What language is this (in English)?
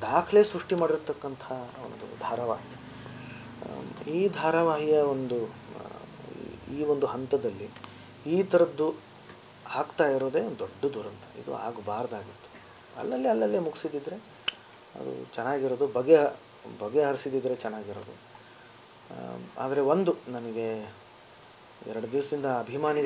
Kannada